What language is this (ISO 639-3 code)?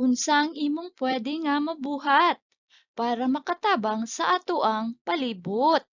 ceb